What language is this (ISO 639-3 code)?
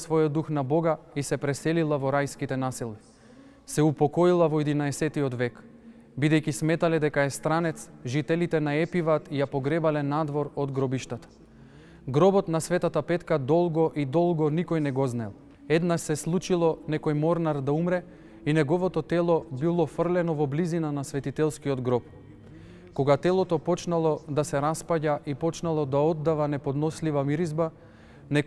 mkd